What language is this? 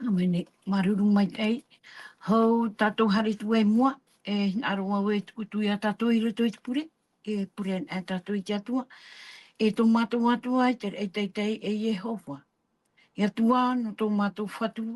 Tahitian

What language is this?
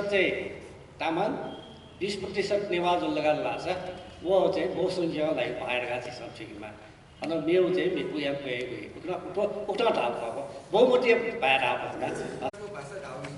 Newari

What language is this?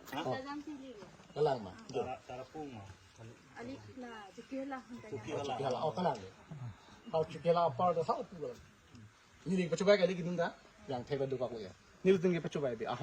Karbi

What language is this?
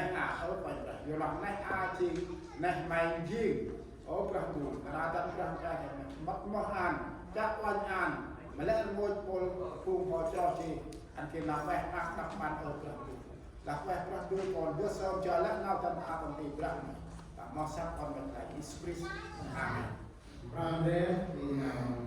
Central Mnong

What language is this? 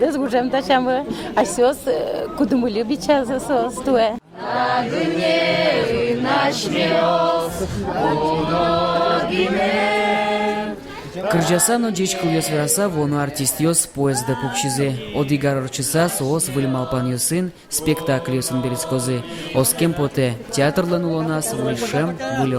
Udmurt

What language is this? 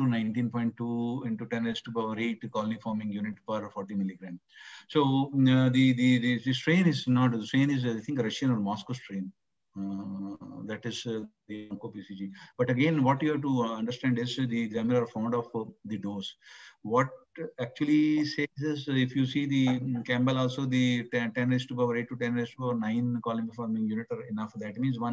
English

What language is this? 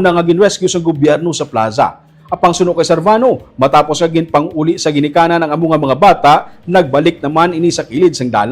Hiligaynon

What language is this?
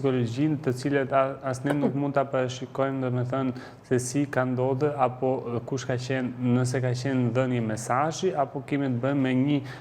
Albanian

